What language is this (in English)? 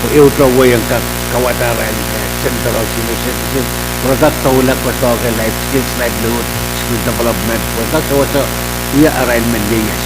Pohnpeian